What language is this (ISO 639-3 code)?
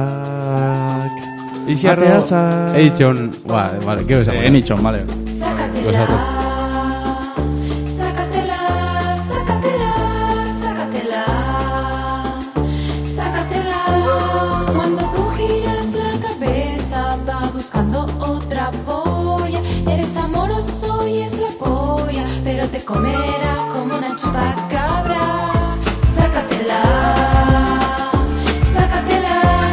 eus